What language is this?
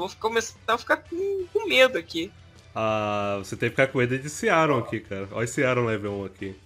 Portuguese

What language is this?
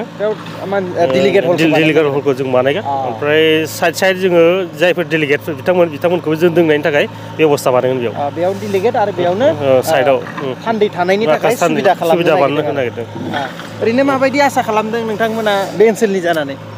Bodo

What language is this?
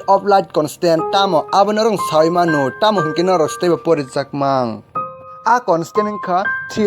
Kok Borok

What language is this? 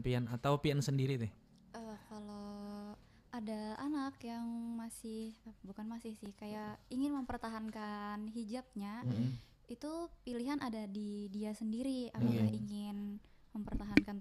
Banjar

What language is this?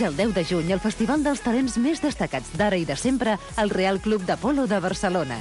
Catalan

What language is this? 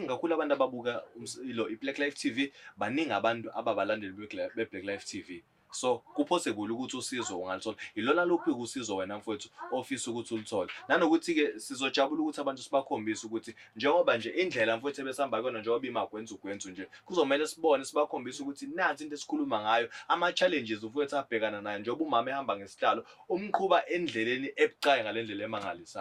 Zulu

